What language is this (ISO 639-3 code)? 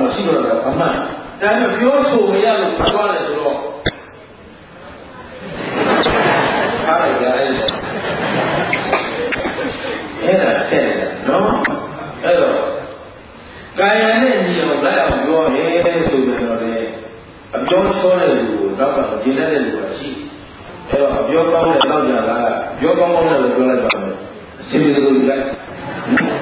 mya